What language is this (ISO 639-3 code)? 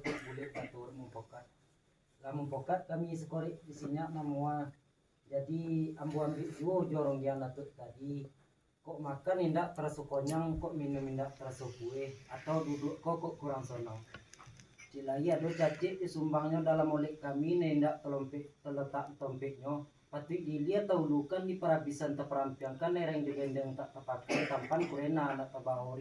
min